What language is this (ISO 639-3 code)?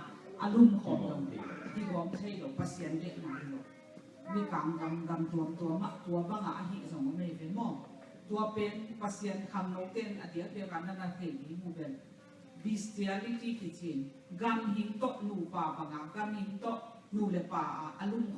ctd